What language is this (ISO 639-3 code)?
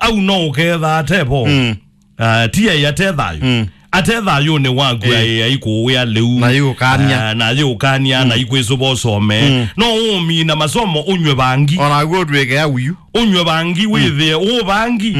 kam